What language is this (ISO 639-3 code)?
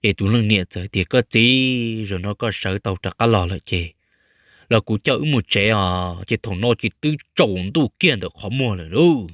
hmn